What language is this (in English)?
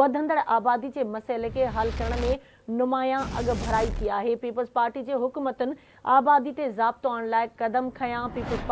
Sindhi